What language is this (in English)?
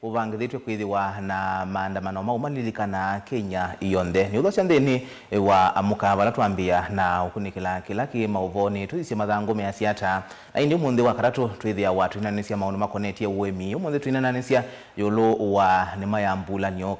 Kamba